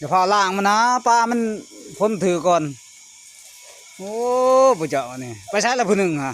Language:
Lao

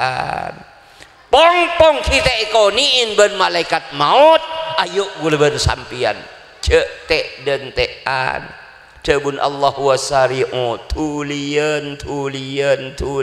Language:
Madurese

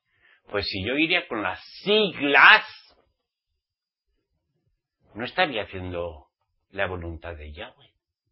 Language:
Spanish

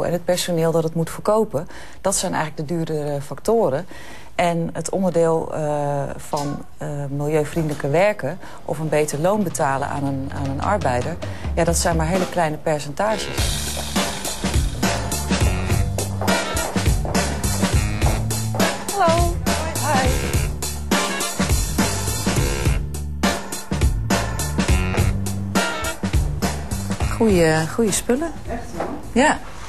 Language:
Dutch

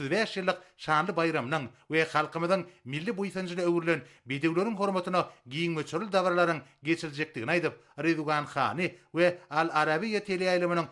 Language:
Turkmen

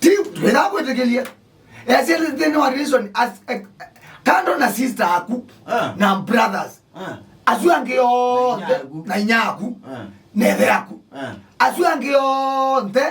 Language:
Kamba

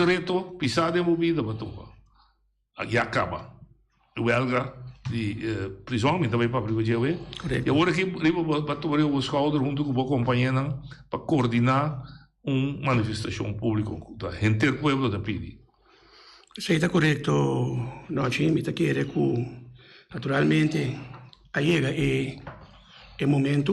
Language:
Papiamento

